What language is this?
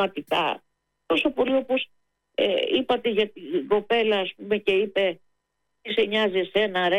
Greek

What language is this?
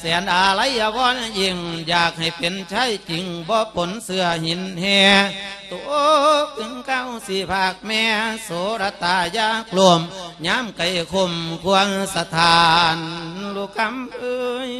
Lao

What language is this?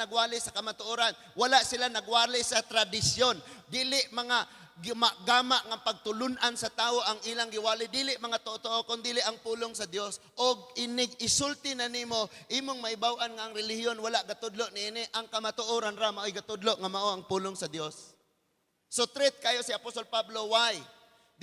Cebuano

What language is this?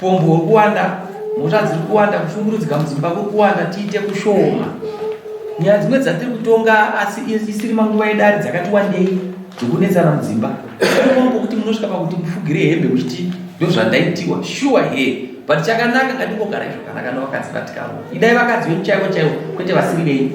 Shona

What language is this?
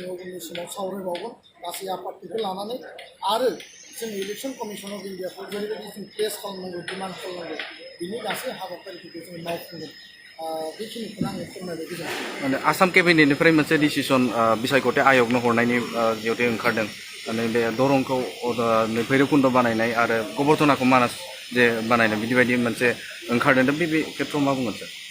Bodo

